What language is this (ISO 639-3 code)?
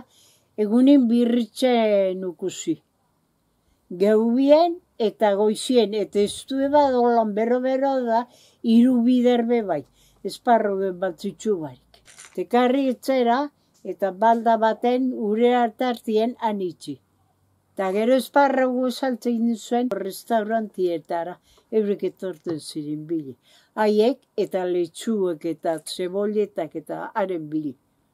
eus